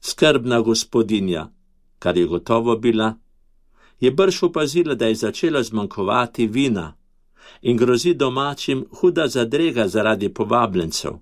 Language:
Slovenian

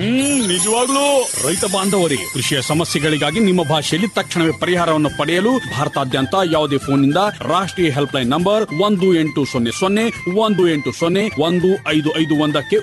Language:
Kannada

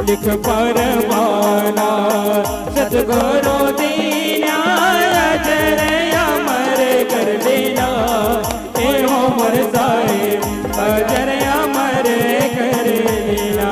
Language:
Chhattisgarhi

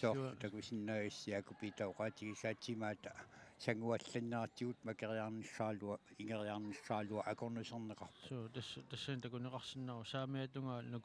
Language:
Kalaallisut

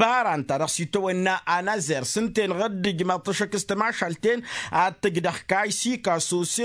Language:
Tamasheq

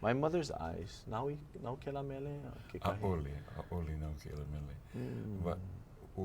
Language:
Hawaiian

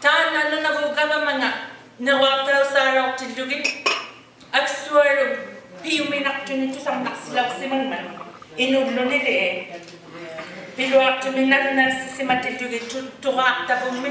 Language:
Inuktitut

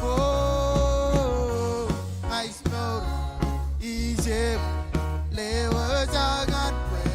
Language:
Marshallese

